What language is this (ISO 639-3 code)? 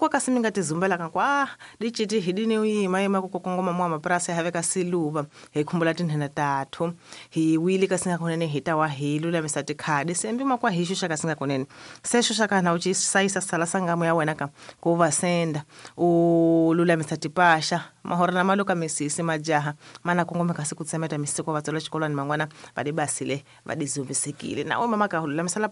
tso